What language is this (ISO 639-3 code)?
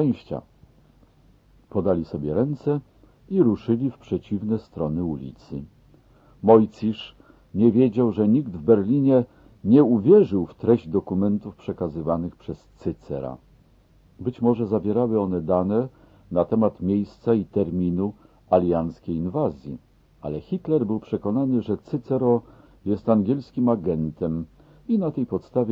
pol